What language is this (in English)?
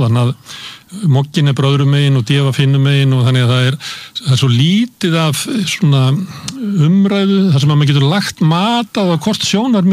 Icelandic